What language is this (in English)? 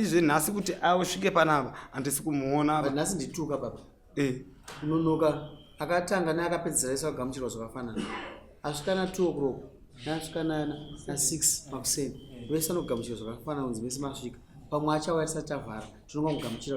Shona